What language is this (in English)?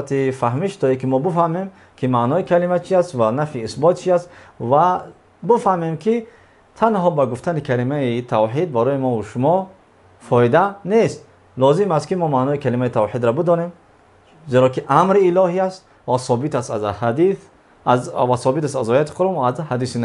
Tajik